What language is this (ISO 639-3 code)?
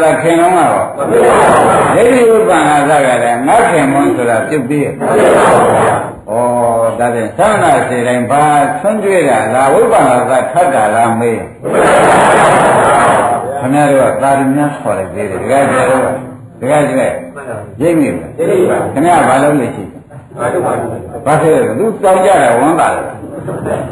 mya